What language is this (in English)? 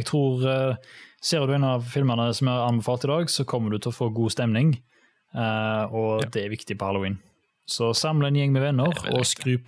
Norwegian